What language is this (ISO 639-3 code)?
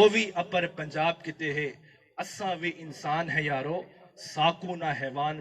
skr